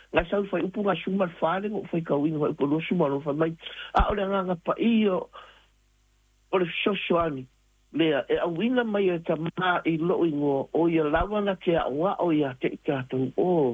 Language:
Samoan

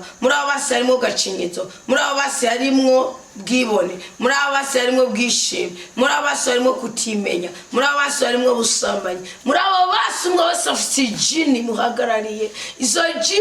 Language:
Rundi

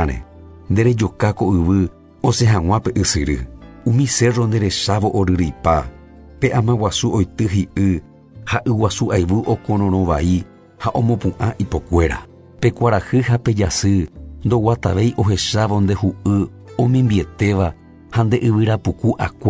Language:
Guarani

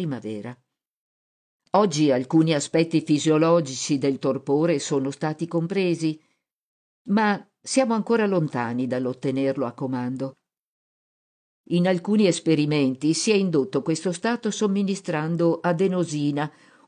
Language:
Italian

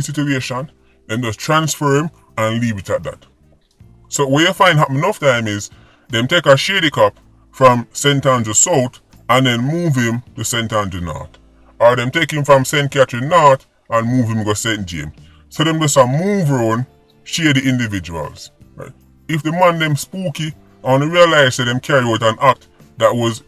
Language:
Jamaican Creole English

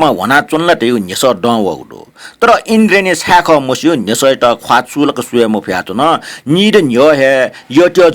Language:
Newari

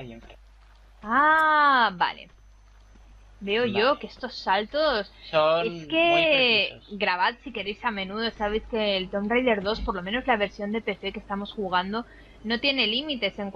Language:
Spanish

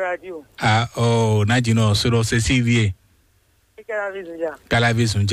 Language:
Fon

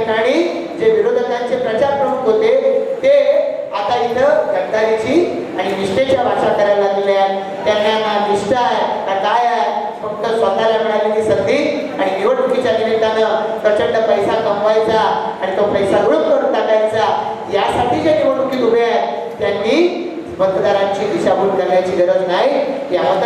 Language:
Marathi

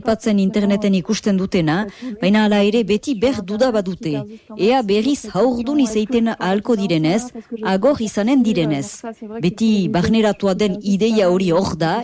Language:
Basque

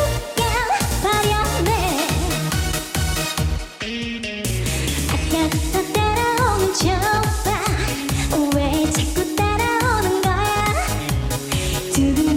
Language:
Korean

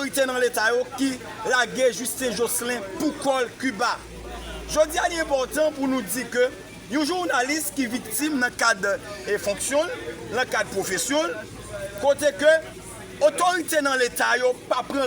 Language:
Haitian Creole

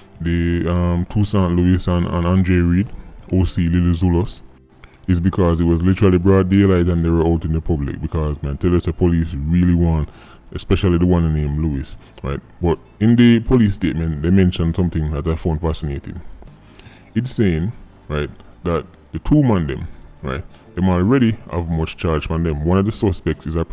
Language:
Jamaican Creole English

